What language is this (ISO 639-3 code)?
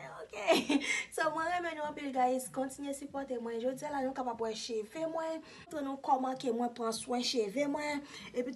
hat